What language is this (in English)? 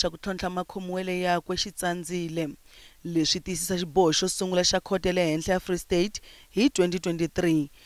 Tsonga